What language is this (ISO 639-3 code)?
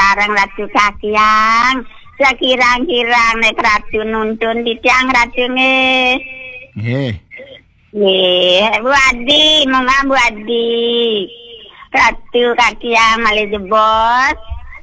ban